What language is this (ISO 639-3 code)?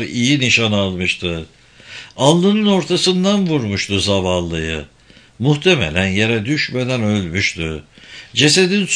tur